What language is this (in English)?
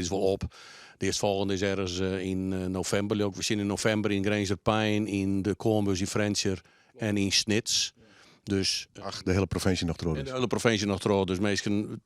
Western Frisian